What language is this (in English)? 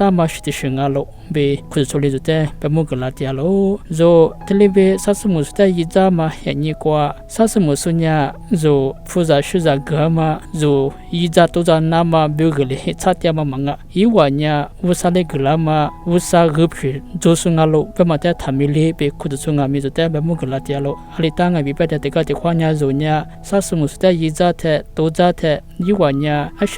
Lisu